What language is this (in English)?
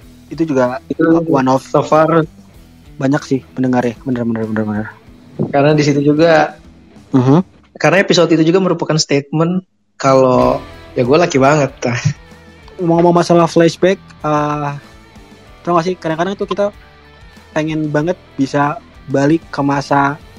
Indonesian